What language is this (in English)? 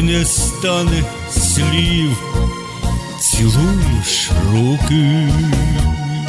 Ukrainian